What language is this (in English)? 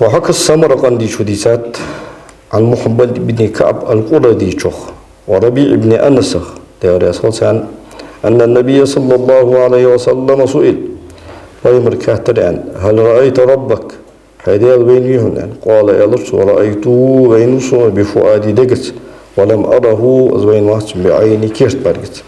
Ingush